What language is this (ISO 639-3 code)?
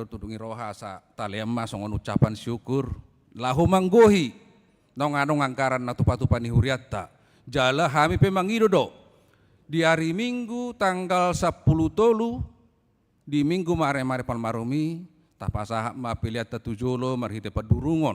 bbc